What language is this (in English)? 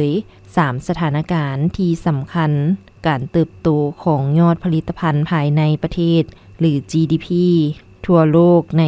Lao